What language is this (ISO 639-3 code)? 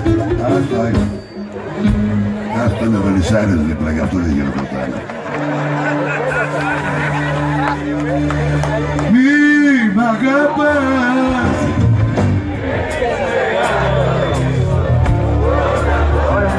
ell